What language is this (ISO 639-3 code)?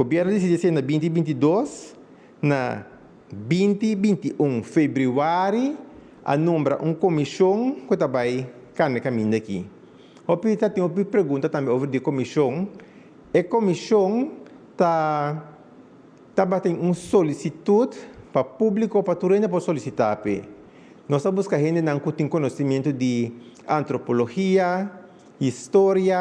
pap